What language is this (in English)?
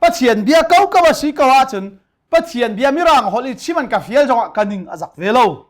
Hakha Chin